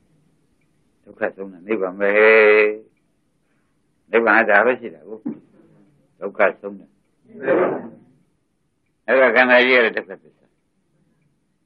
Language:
Burmese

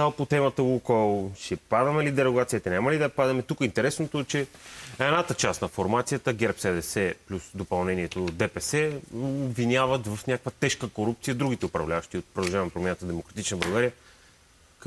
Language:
Bulgarian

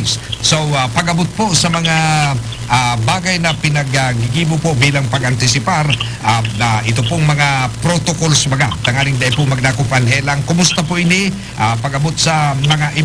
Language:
Bikol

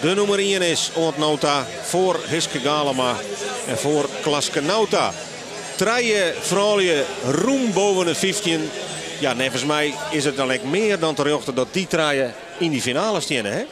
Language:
Western Frisian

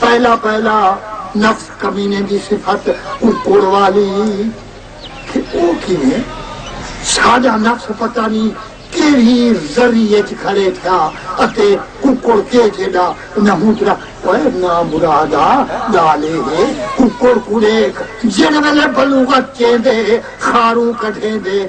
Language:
Saraiki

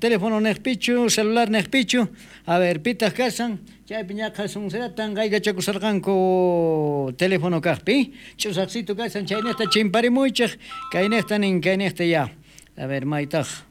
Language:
South Bolivian Quechua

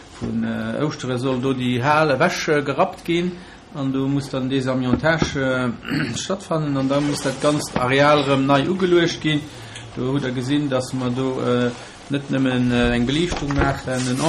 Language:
Luxembourgish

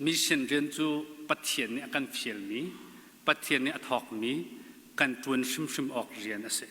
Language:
Hakha Chin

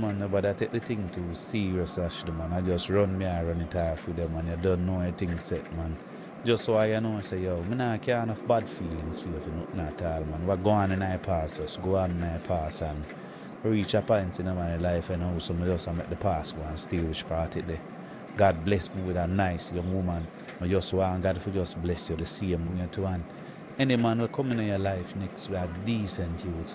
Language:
Jamaican Creole English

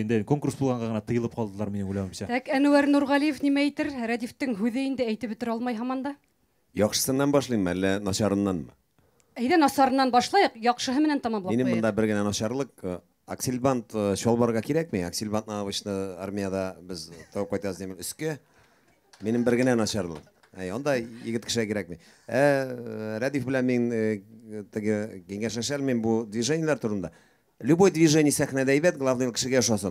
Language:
Bashkir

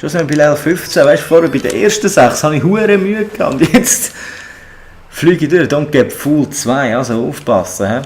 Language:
Swiss German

